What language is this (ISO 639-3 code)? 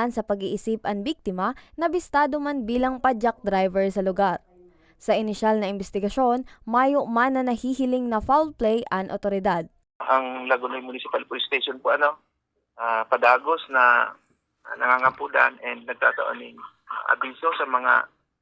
bik